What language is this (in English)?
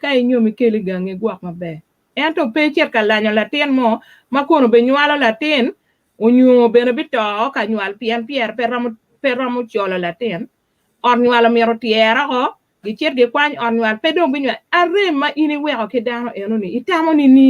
Acoli